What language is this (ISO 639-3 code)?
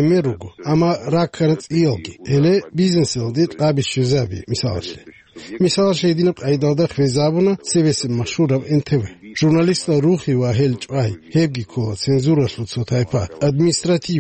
ava